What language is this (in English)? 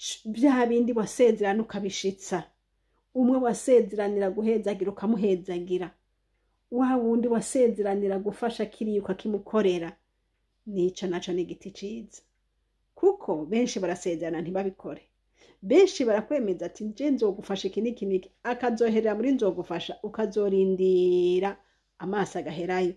Rundi